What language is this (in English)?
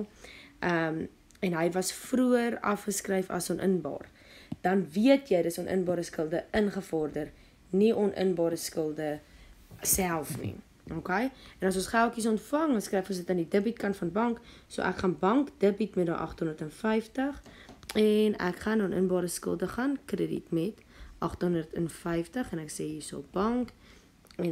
Afrikaans